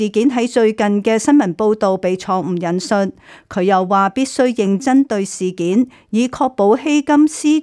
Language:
Cantonese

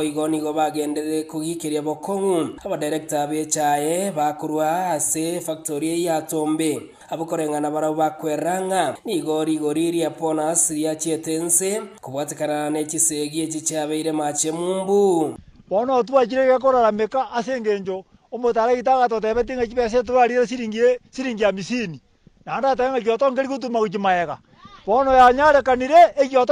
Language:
Gusii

